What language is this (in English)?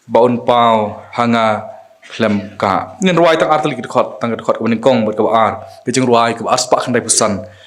Khasi